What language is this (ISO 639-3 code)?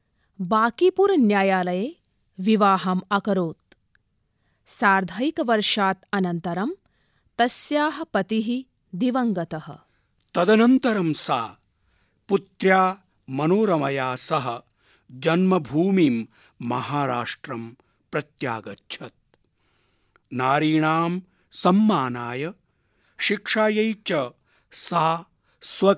san